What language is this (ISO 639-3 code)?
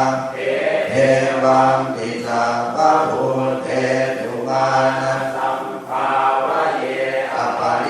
pli